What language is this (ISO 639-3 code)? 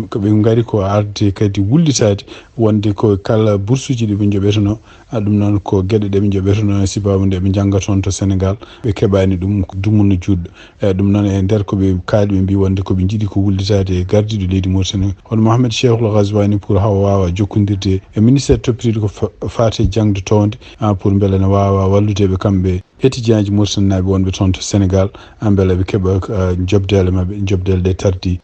ful